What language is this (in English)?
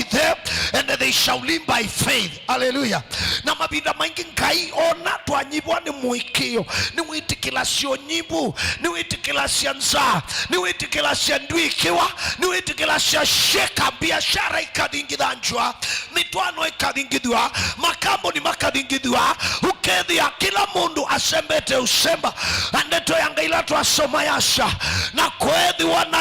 Kamba